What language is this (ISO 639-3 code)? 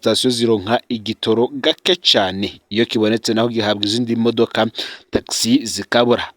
run